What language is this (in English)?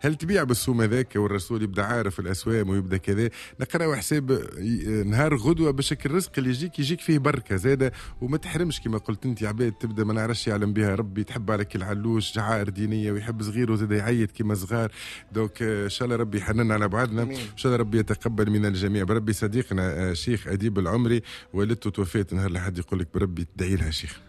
Tunisian Arabic